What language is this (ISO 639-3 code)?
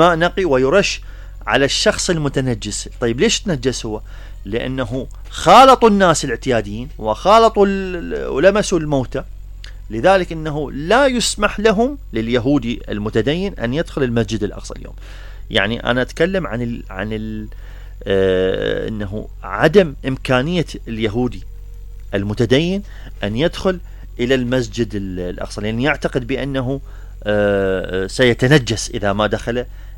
acm